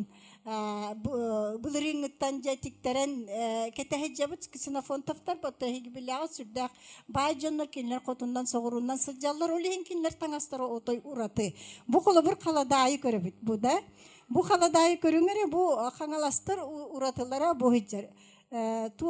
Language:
Yakut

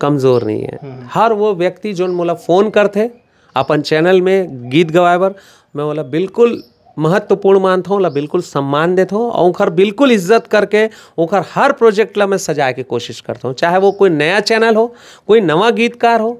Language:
Chhattisgarhi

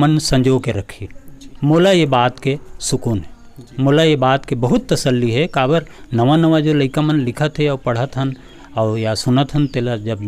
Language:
Chhattisgarhi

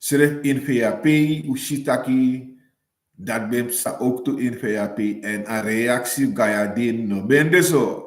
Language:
Sranan Tongo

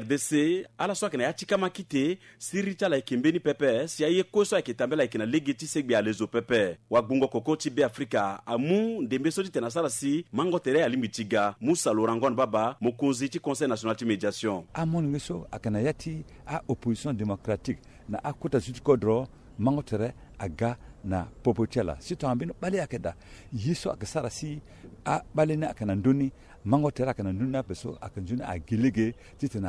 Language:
Sango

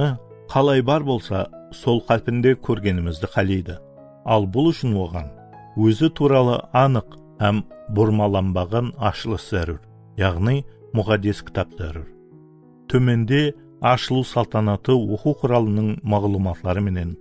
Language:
Kara-Kalpak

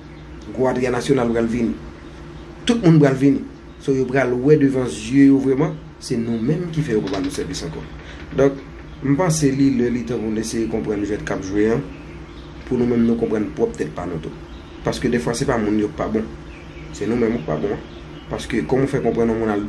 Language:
Haitian Creole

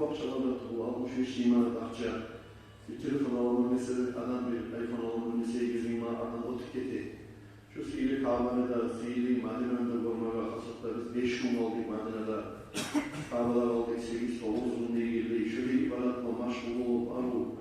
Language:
Kumyk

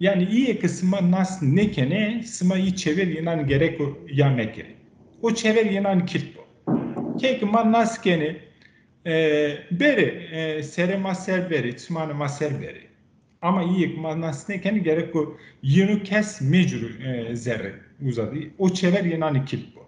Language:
Zaza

